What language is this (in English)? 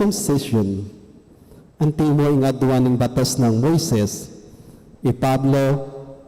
Pampanga